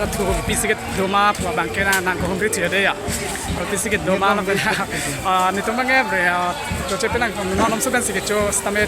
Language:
Karbi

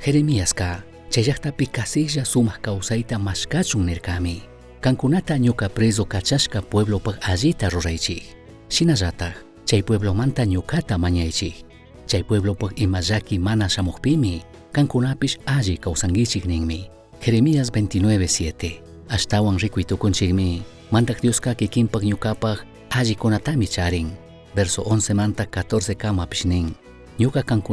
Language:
Chimborazo Highland Quichua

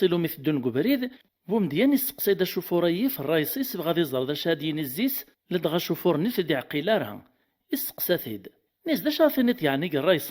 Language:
Kabyle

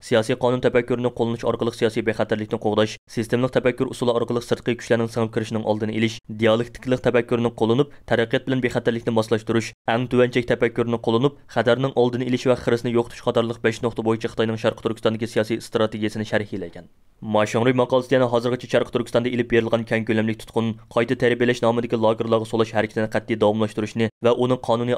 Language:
Uyghur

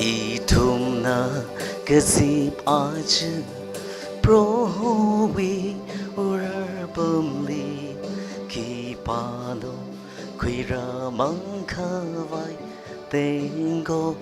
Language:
Tangkhul Naga (India)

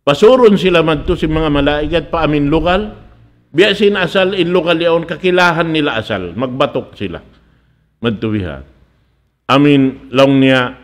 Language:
Tausug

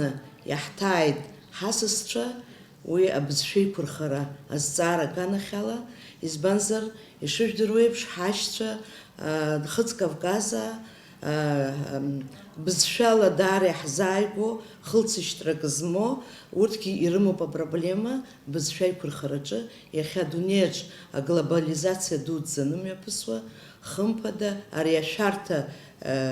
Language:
Abkhazian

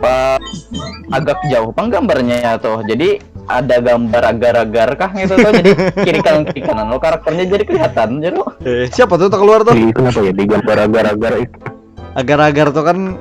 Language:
Banjar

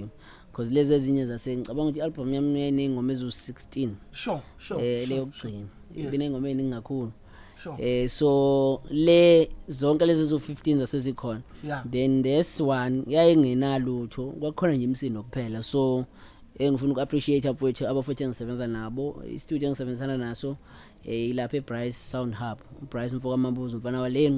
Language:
Zulu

